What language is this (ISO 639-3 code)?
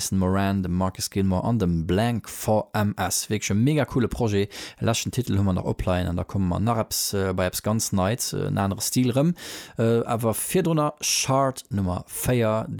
ltz